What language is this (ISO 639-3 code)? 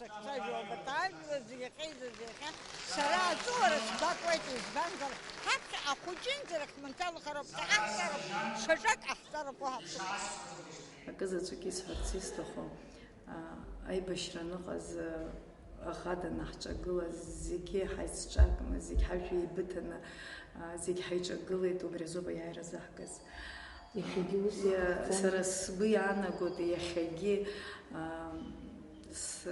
abk